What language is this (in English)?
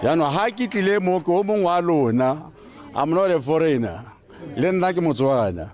Tswana